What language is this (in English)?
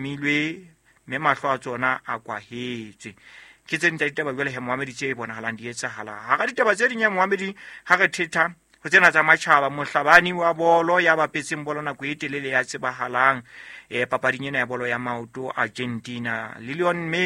Southern Sotho